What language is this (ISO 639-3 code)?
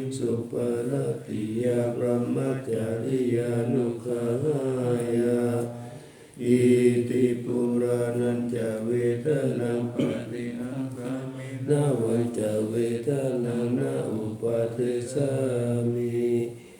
pli